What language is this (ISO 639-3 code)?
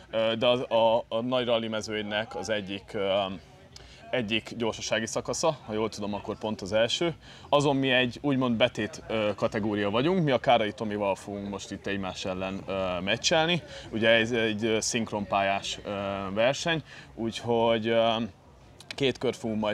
hun